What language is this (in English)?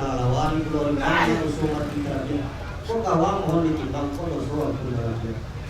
Minangkabau